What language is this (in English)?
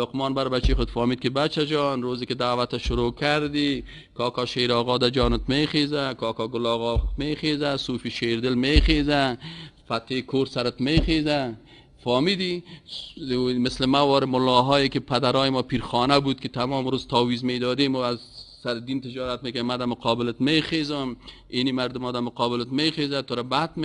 Persian